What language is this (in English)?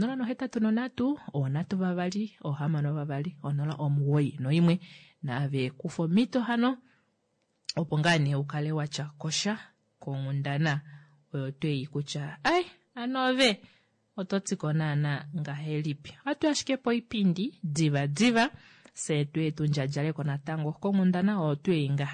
Kuanyama